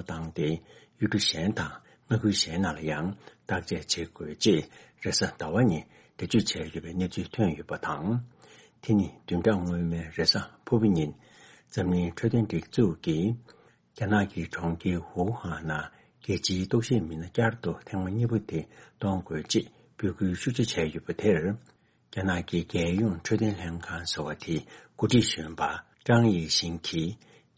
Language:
Tibetan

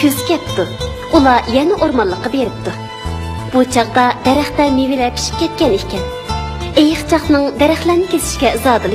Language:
Uyghur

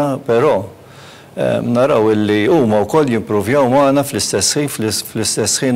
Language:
Maltese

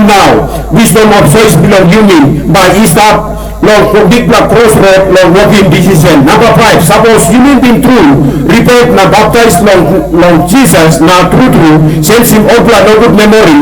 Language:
Tok Pisin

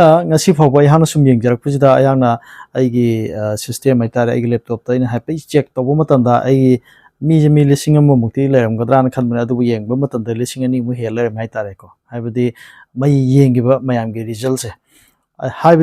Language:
Manipuri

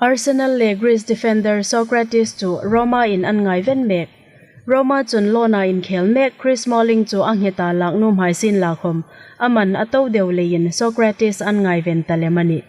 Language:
Hmar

